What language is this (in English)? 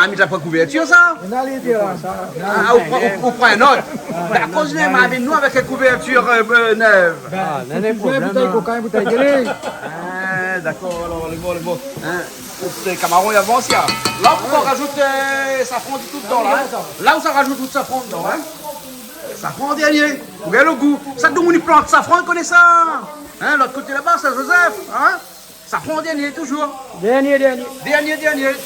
Réunion Creole French